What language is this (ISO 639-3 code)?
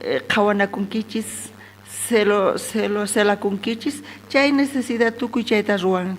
quh